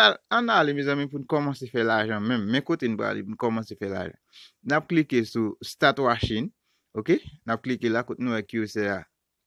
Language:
Haitian Creole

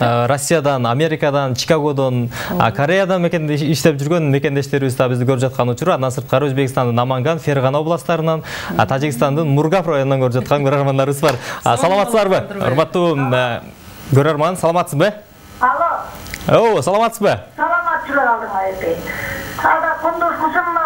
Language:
Kyrgyz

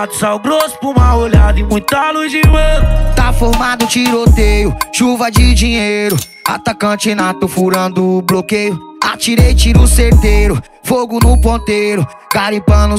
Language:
Portuguese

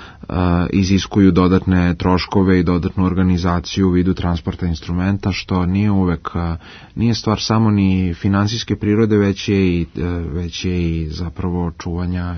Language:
Serbian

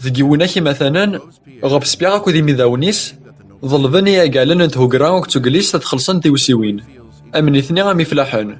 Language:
Kabyle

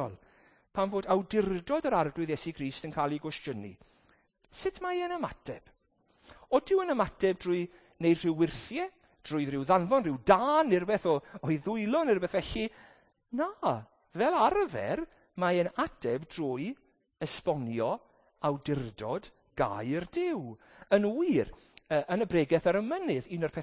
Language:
Welsh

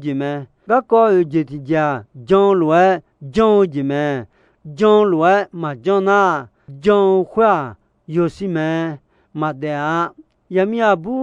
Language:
Akha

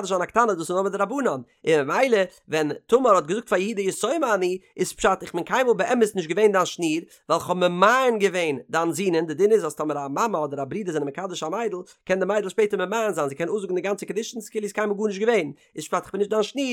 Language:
Yiddish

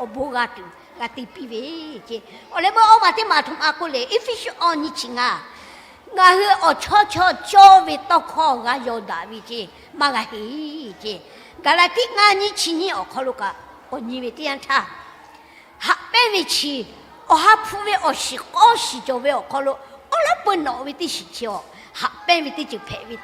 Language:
Lahu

